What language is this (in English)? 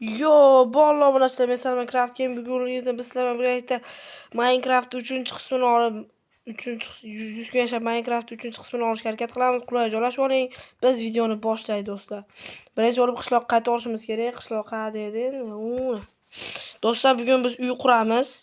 Uzbek